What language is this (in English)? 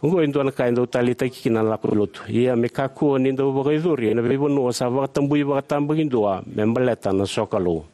Fijian